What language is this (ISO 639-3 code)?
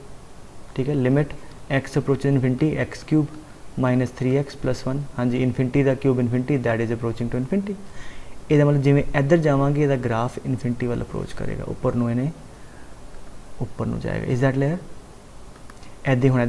pan